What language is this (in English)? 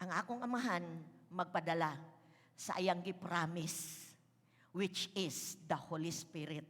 Cebuano